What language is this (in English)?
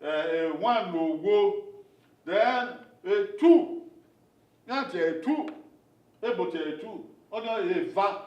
Bini